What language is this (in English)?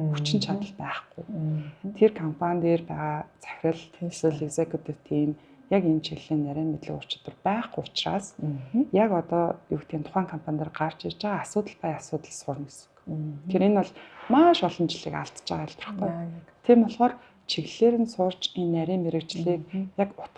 Mongolian